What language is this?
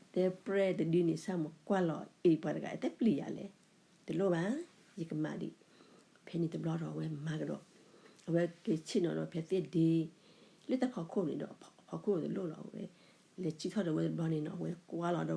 S'gaw Karen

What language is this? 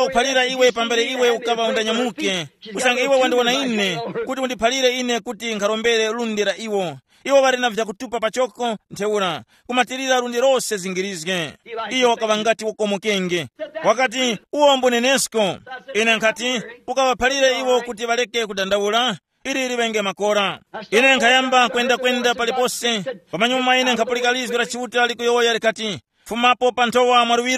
Tumbuka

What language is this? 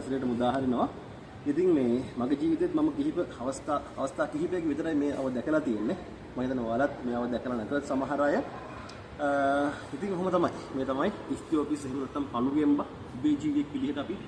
Sinhala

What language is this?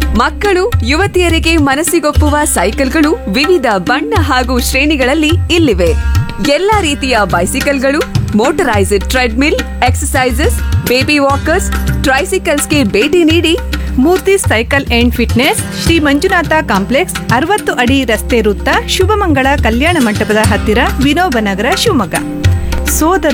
Kannada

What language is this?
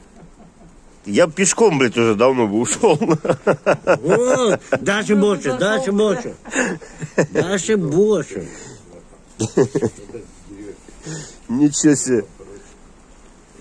Russian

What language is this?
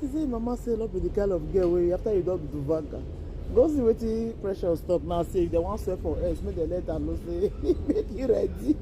Nigerian Pidgin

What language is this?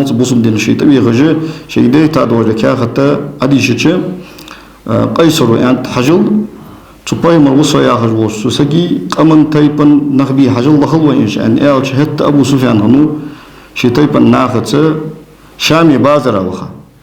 Ingush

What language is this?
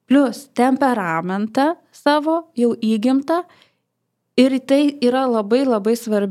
Lithuanian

